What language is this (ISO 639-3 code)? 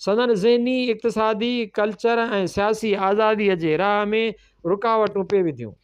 snd